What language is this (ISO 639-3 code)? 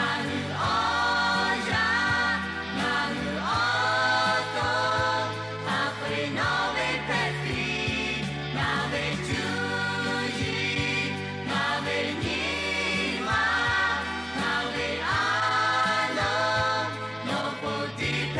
lhu